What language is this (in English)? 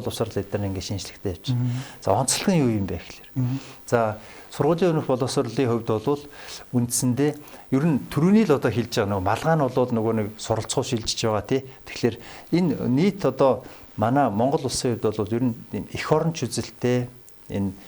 Mongolian